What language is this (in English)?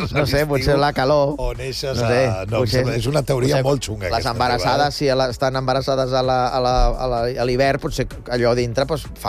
Catalan